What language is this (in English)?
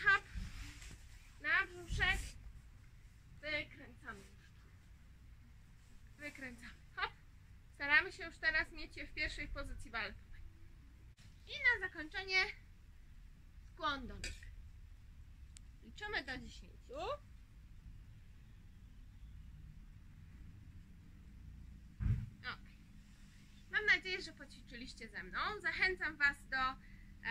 Polish